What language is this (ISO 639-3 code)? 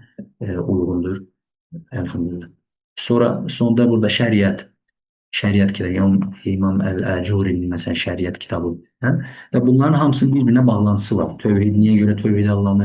aze